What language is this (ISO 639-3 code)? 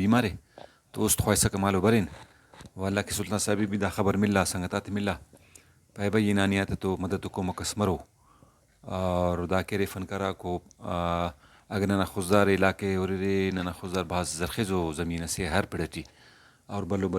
brh